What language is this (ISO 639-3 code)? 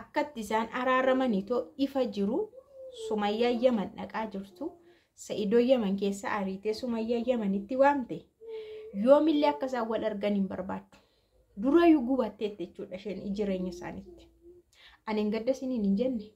orm